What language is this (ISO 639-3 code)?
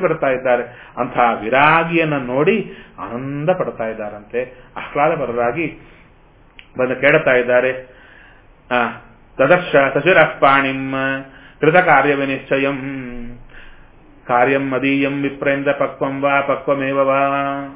kan